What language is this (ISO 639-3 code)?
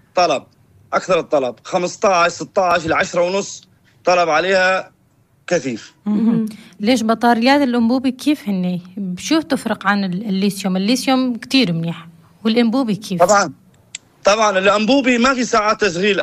apc